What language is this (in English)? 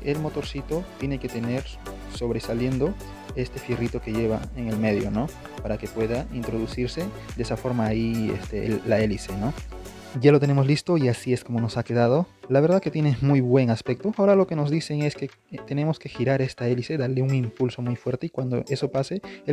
Spanish